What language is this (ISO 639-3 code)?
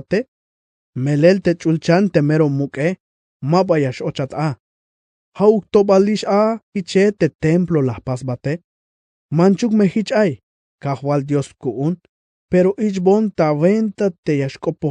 tzh